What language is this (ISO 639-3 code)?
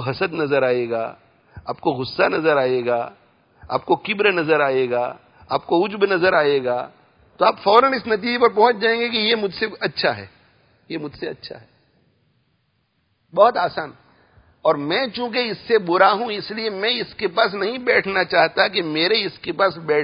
urd